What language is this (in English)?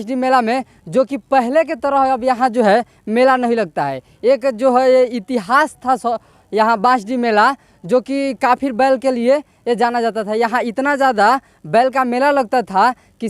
Bhojpuri